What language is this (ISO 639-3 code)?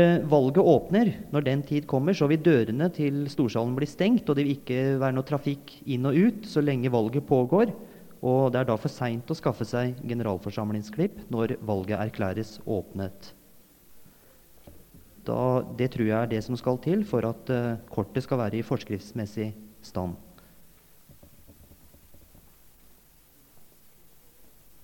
nor